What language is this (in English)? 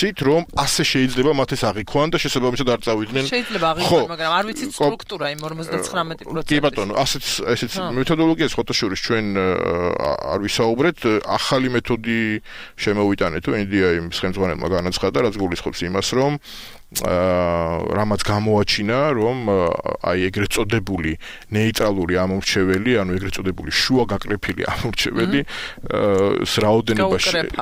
Georgian